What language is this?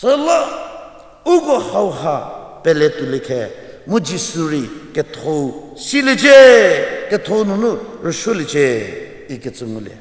Angami Naga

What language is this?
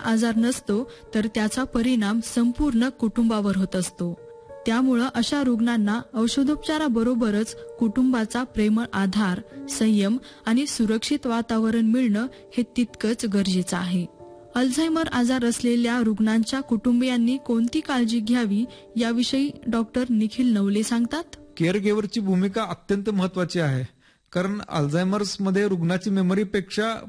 Marathi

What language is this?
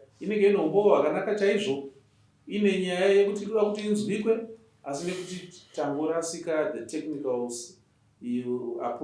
Shona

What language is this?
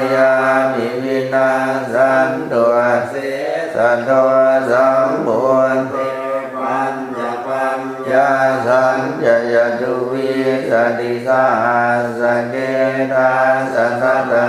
Pali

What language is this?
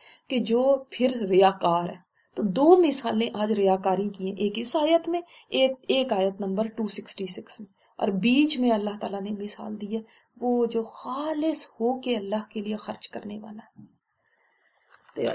Urdu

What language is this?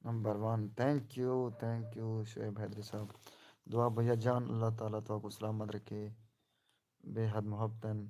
Saraiki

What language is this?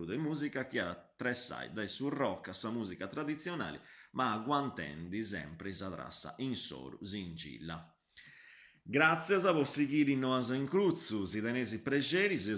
Sardinian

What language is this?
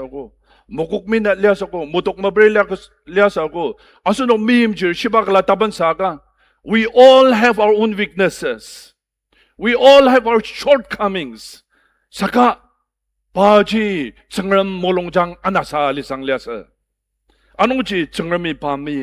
Ao Naga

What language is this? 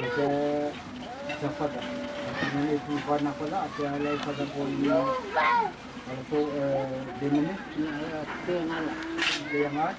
Dehu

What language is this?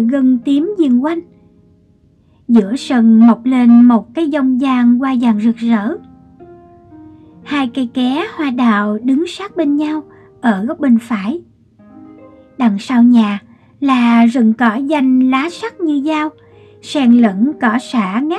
Vietnamese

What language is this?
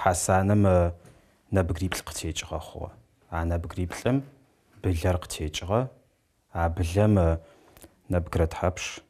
Adyghe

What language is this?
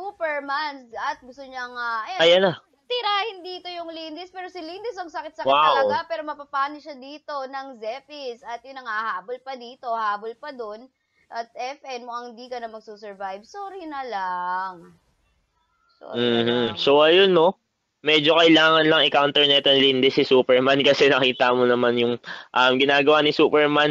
Filipino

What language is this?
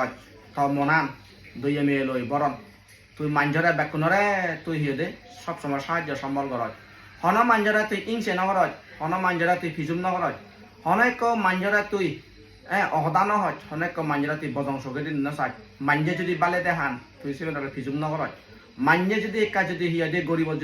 Chakma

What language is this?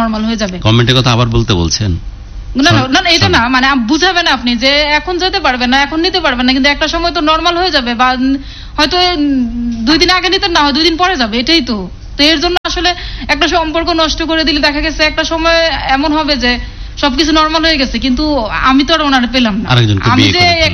Bangla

